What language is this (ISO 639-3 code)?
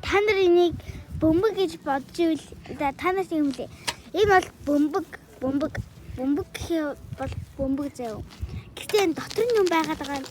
mon